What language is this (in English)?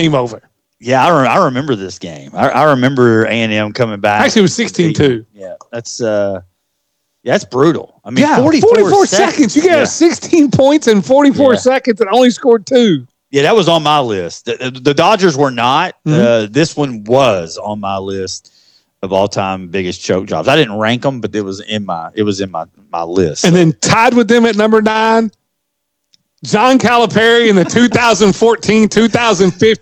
English